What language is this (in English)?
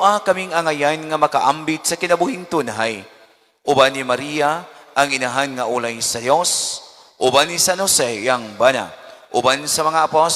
Cebuano